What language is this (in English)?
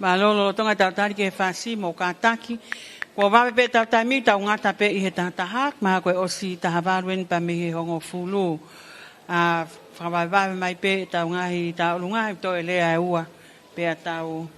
Tongan